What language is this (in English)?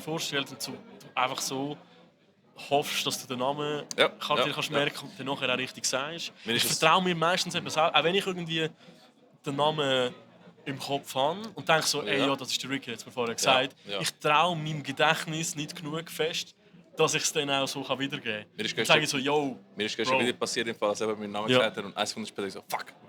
Swiss German